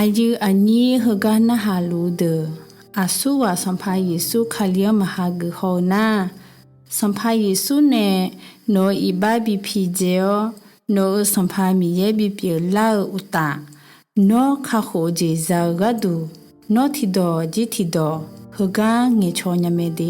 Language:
Akha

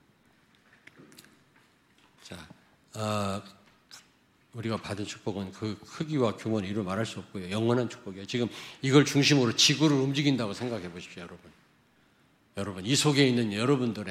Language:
Korean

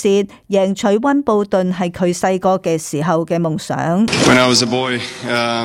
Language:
Cantonese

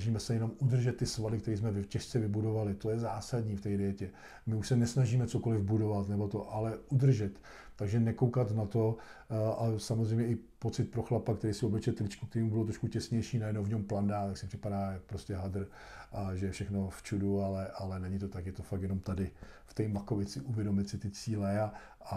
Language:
Czech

